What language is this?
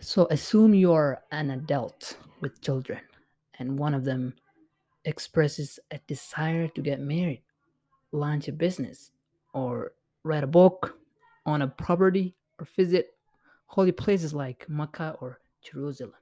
English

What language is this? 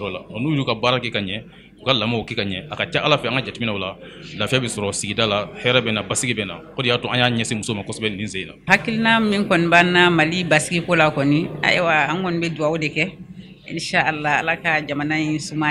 Bambara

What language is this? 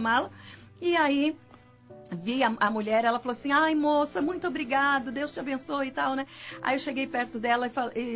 Portuguese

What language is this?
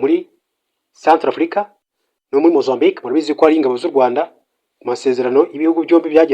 Kinyarwanda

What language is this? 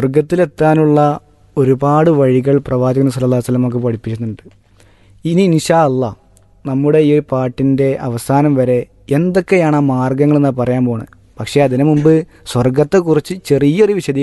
Malayalam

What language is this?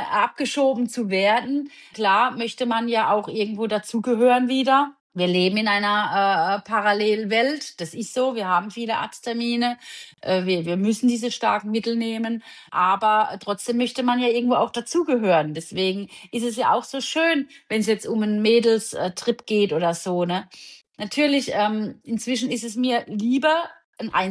German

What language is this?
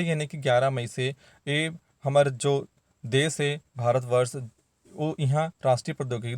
Chhattisgarhi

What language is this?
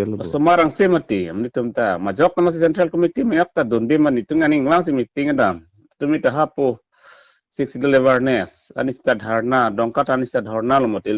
Karbi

